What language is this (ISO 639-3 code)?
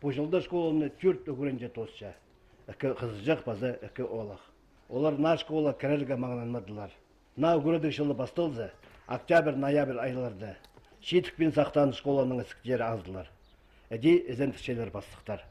kjh